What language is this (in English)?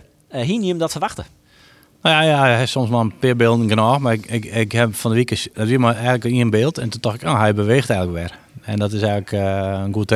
Western Frisian